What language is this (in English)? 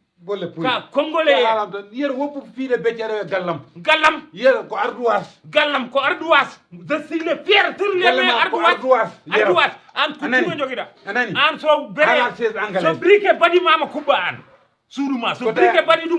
Fula